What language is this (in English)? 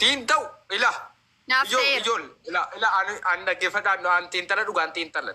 Oromo